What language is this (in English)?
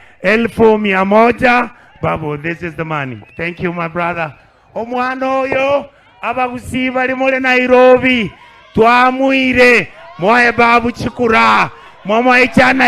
Gusii